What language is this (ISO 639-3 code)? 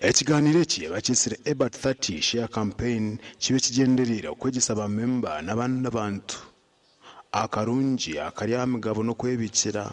nyn